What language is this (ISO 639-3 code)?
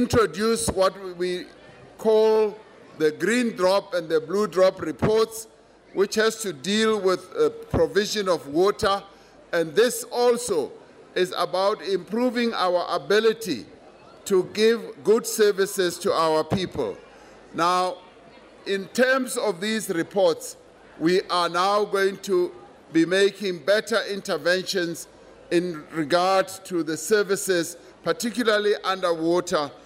eng